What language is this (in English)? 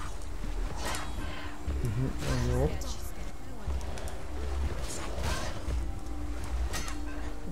Hungarian